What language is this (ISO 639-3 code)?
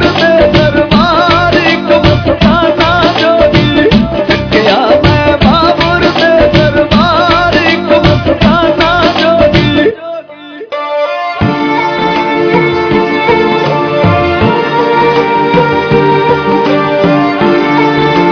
pan